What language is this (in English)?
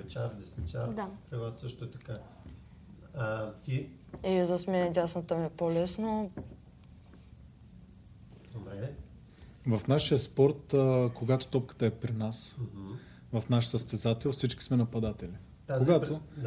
Bulgarian